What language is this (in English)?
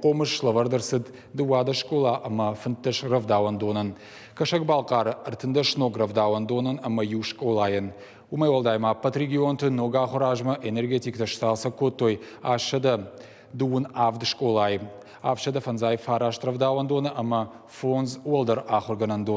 Ossetic